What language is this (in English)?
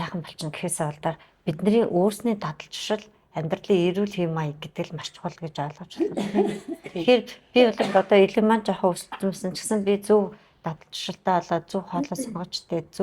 Mongolian